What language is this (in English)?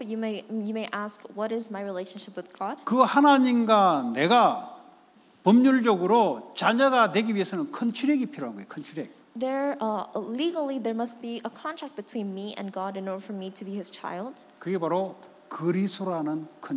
Korean